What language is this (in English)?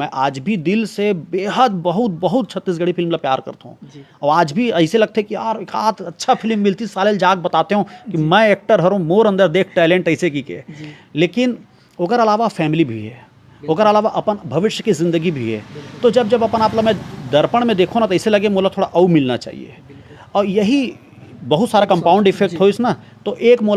Chhattisgarhi